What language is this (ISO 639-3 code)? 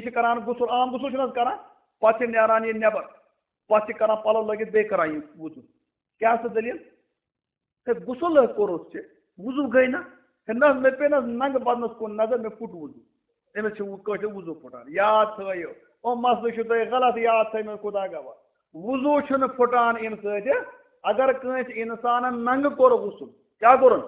kas